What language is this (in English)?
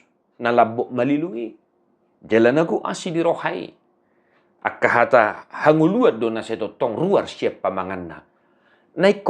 Batak Toba